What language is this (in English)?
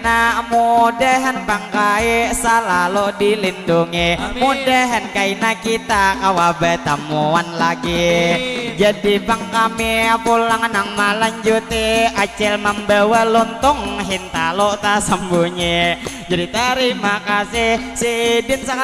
Banjar